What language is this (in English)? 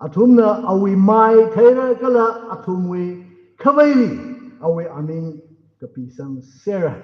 Tangkhul Naga (India)